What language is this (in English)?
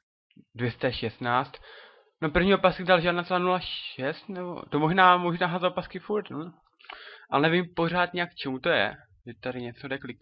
Czech